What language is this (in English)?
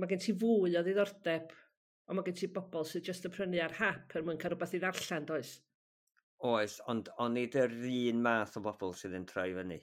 Welsh